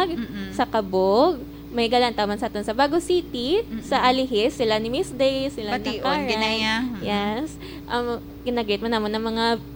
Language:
Hiligaynon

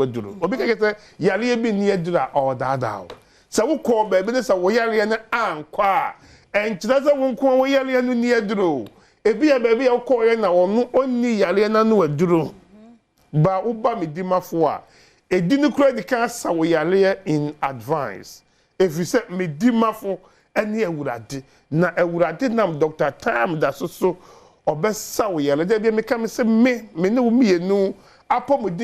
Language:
Akan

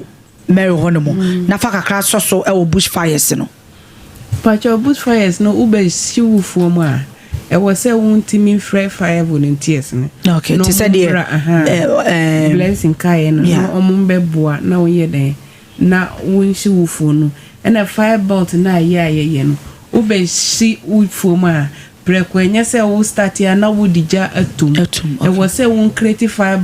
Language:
Akan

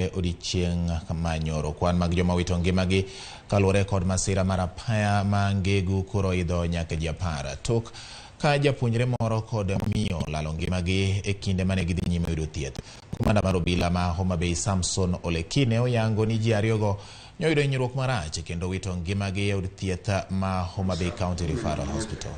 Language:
Luo (Kenya and Tanzania)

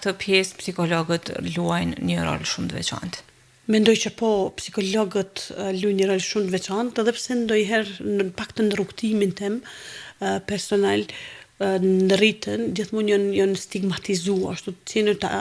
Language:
Albanian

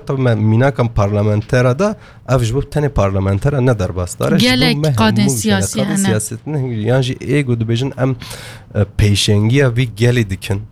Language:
Kurdish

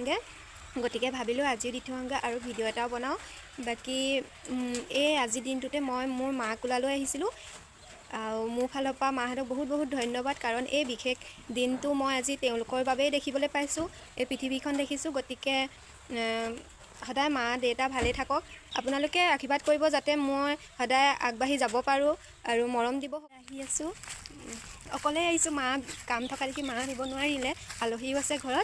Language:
Assamese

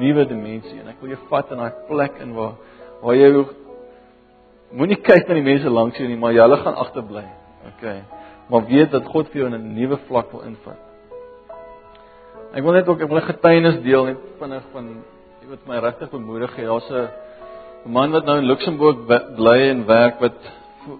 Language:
Afrikaans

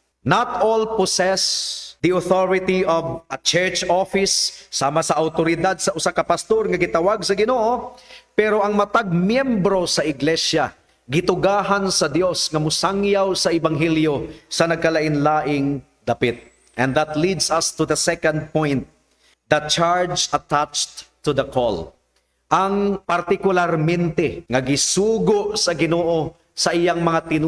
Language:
Cebuano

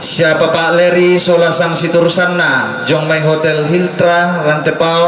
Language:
Toraja-Sa'dan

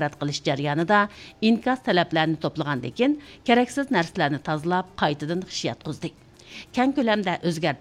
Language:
Uyghur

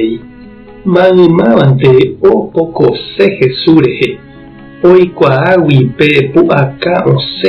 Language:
Guarani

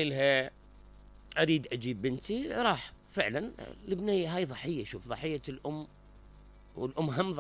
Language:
Mesopotamian Arabic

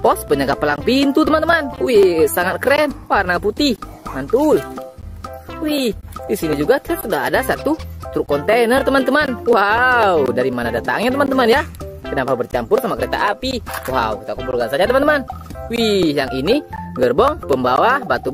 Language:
Indonesian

